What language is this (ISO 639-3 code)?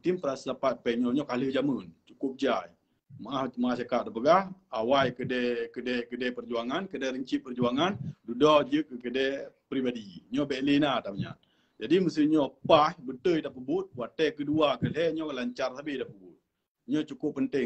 ace